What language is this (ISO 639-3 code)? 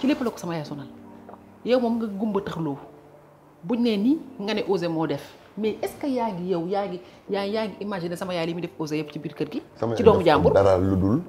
wol